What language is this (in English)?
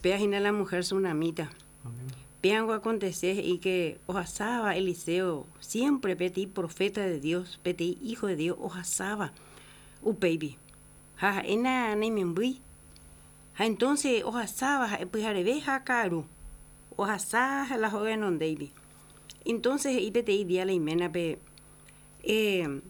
Guarani